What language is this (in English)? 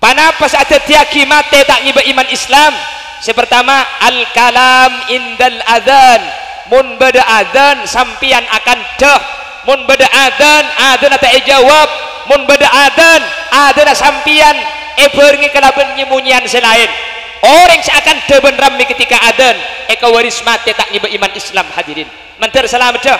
Madurese